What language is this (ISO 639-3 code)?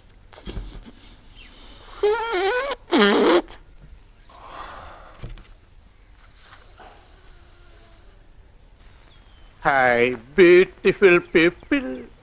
mal